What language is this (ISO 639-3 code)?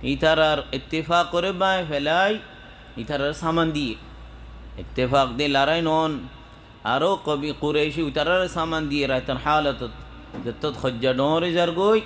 rhg